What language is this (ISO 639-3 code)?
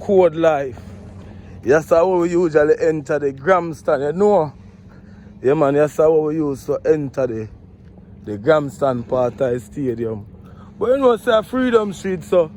jam